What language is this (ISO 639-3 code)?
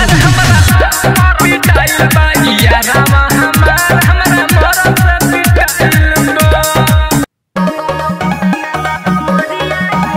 bho